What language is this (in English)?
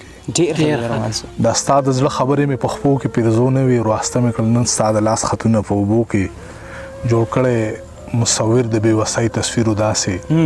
Pashto